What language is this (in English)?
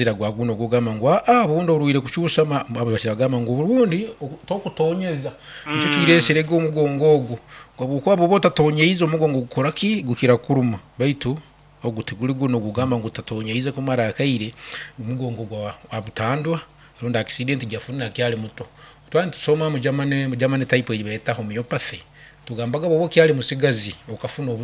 Nyoro